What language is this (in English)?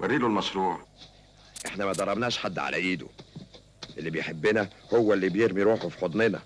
Egyptian Arabic